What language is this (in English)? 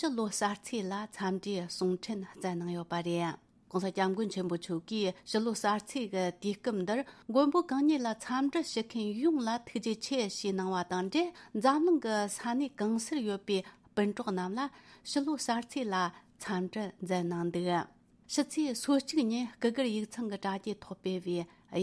Tibetan